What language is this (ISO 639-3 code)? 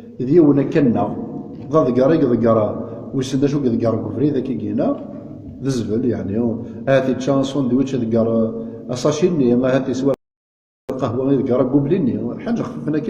kab